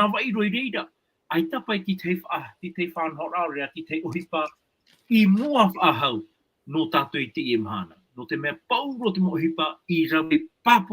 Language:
Tahitian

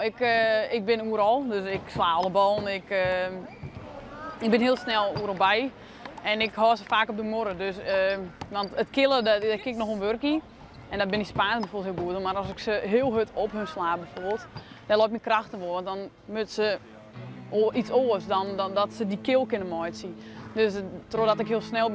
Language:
Western Frisian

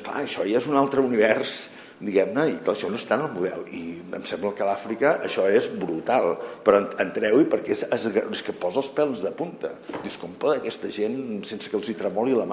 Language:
Catalan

